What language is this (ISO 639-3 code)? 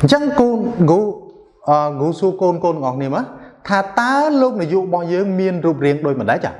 khm